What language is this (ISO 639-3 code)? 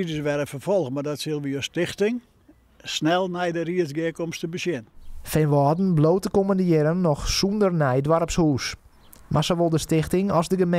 fry